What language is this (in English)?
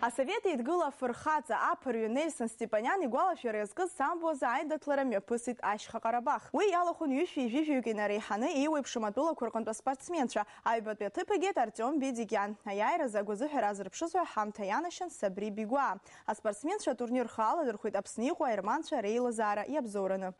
Abkhazian